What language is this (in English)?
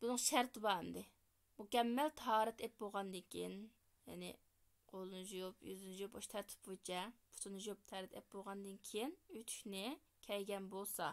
Uyghur